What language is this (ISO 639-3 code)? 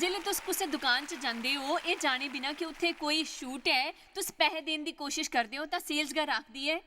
doi